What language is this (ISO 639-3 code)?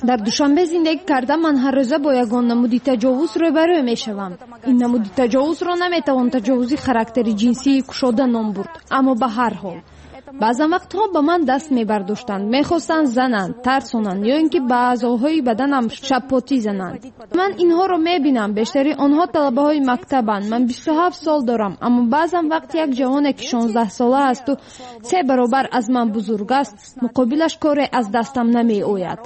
tgk